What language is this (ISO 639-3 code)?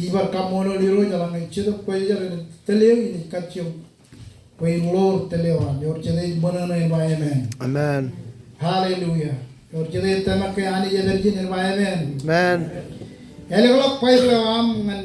mah